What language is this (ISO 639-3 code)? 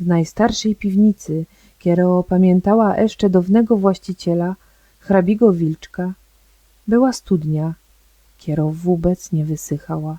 szl